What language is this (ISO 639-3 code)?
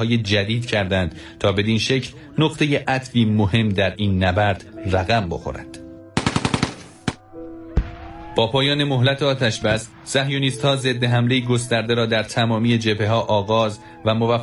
fas